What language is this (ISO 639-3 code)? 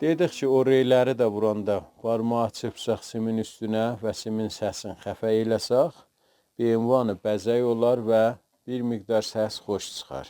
azb